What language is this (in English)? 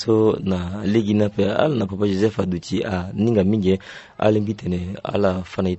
Sango